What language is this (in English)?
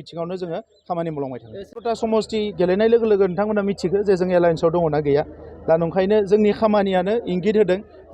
Bodo